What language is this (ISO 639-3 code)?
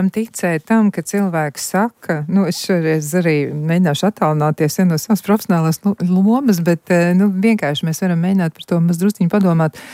lav